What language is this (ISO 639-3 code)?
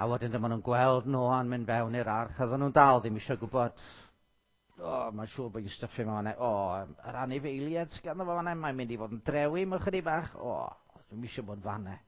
cym